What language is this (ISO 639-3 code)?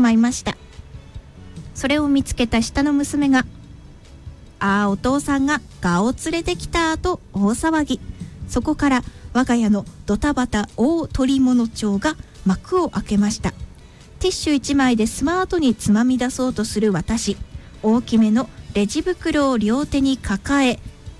jpn